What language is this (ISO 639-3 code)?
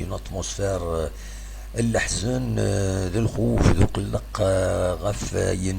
kab